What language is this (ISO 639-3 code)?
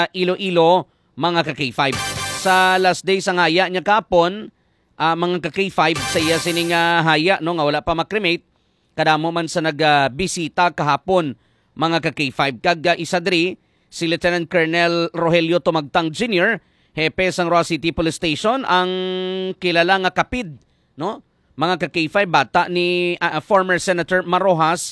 hil